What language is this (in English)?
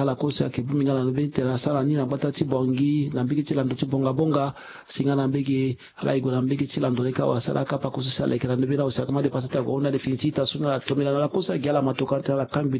Sango